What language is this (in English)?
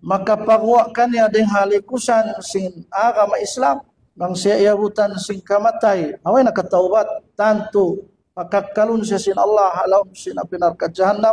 Tausug